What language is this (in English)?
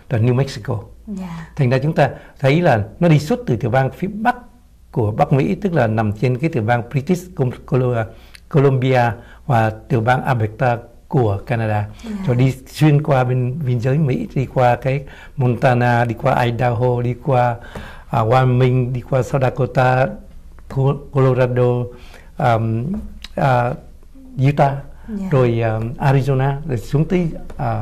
Vietnamese